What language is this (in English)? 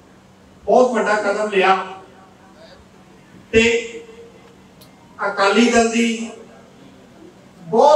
Punjabi